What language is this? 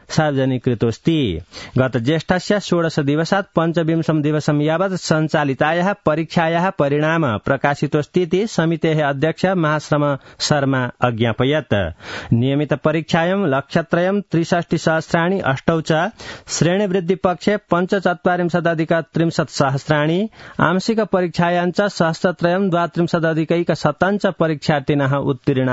Sanskrit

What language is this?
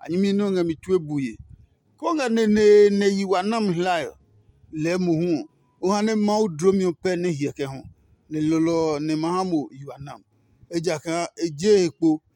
Adangme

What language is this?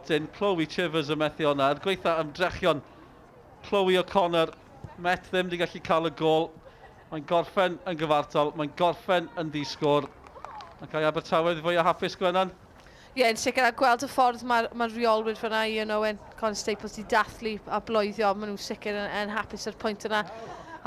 Welsh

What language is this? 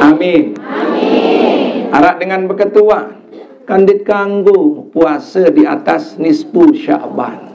Sasak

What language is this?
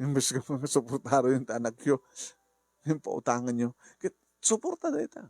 Iloko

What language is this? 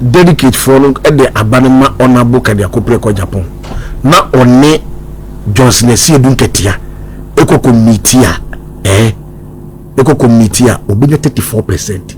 Akan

